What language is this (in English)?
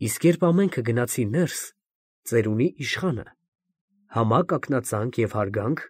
Armenian